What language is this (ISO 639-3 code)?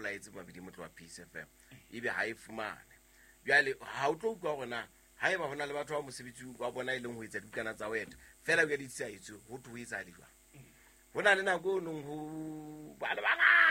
sot